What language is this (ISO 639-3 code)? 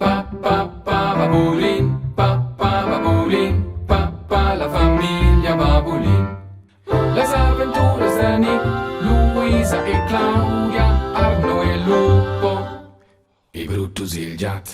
roh